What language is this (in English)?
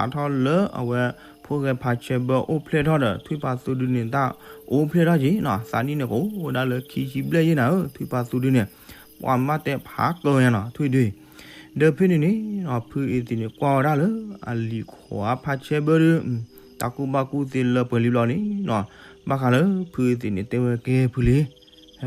S'gaw Karen